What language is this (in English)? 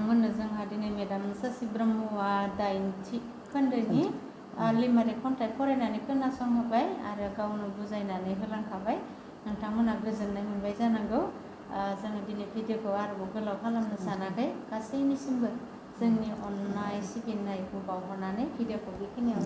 Bodo